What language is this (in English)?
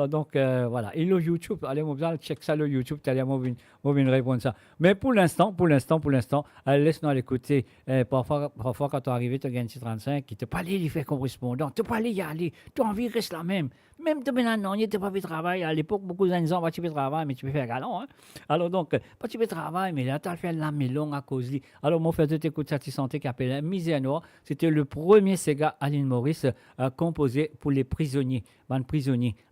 Morisyen